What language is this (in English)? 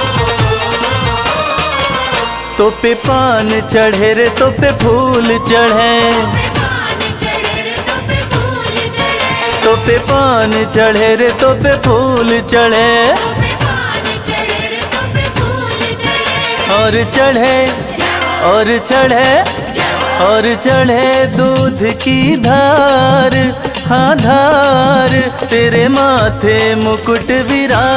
Hindi